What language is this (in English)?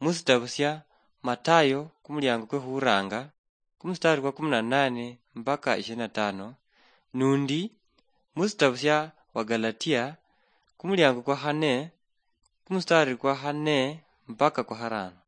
Luyia